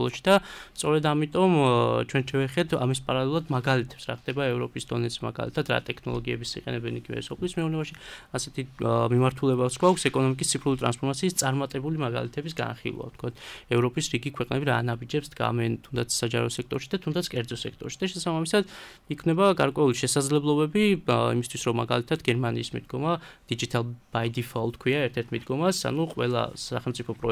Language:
Georgian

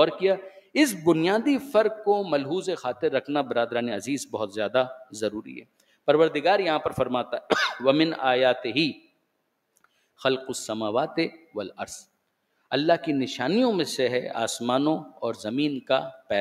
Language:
Urdu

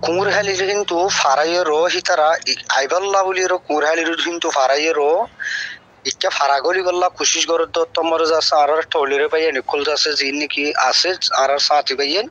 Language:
Rohingya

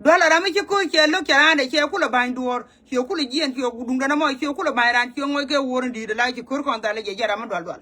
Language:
Nuer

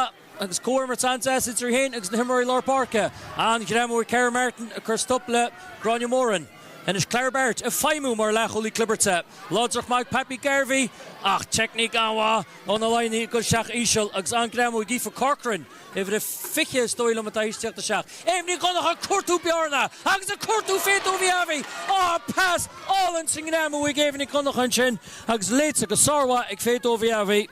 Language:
Irish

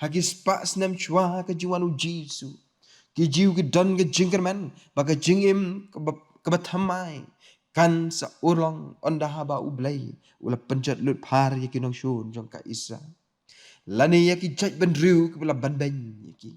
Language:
Khasi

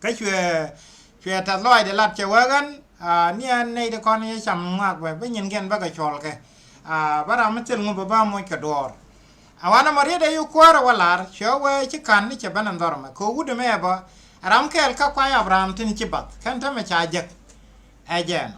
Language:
Nuer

